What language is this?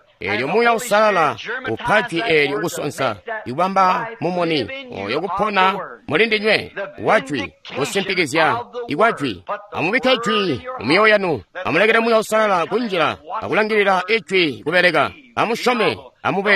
Tonga (Zambia)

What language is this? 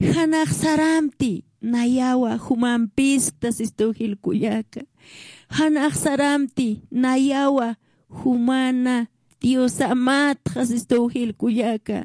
Aymara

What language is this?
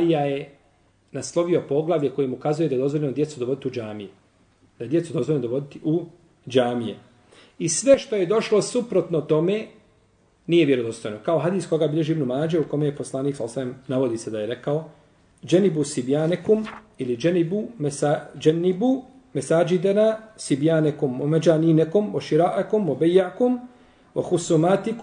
Bosnian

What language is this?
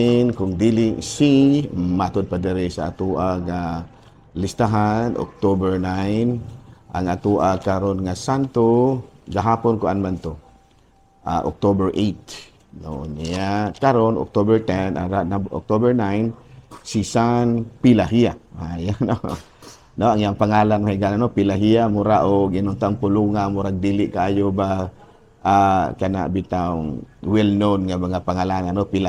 Cebuano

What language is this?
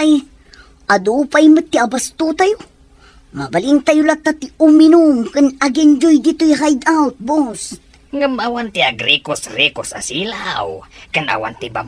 Iloko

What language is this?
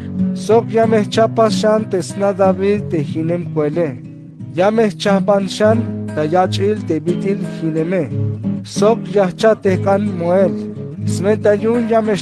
Tzeltal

